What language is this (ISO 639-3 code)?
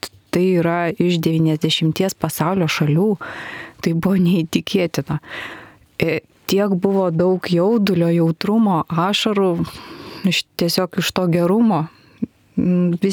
lit